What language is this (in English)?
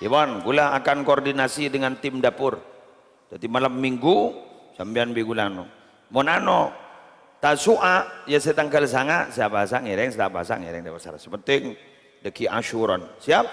Madurese